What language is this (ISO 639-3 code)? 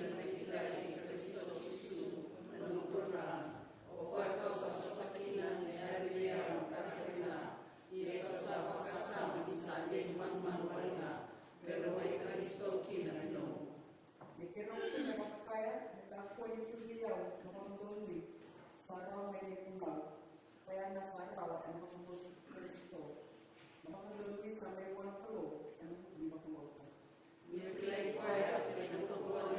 fij